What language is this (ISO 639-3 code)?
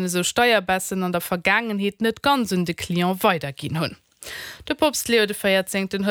ltz